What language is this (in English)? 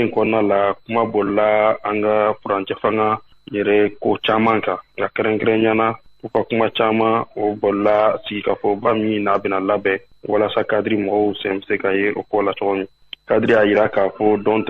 Bambara